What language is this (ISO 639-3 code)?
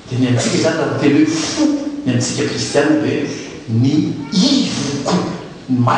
mlg